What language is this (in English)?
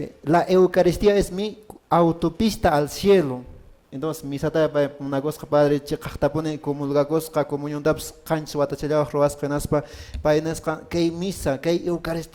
Quechua